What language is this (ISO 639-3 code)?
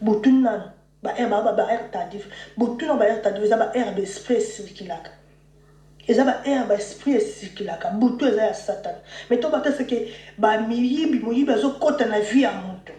lin